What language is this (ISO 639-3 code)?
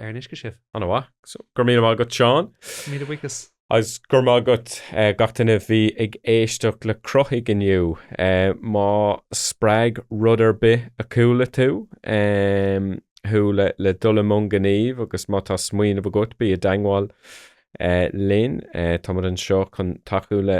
gle